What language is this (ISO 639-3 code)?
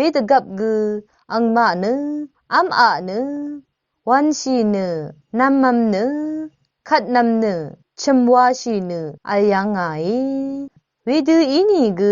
raw